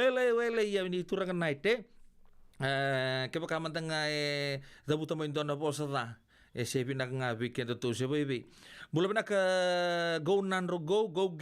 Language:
Fijian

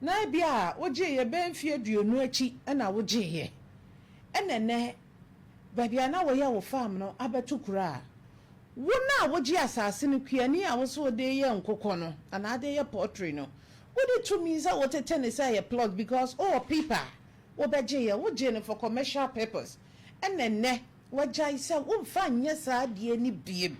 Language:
Akan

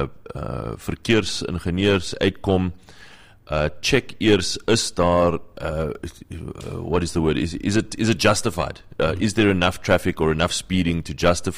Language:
Afrikaans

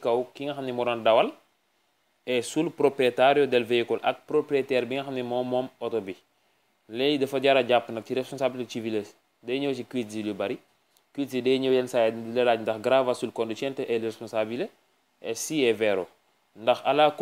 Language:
Wolof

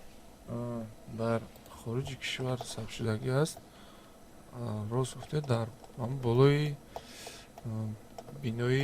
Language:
Tajik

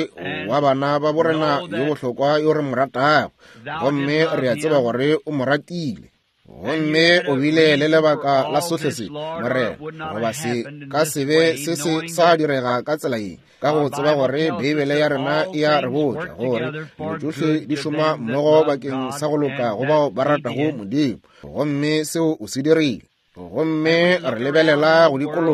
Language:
Northern Sotho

